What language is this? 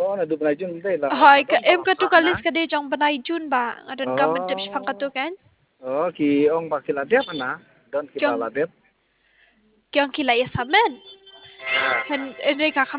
Khasi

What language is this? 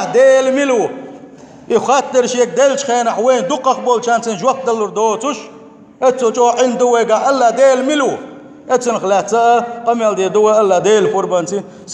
Chechen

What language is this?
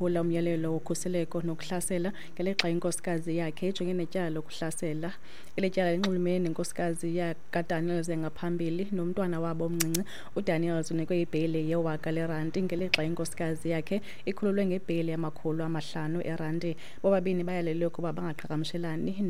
Xhosa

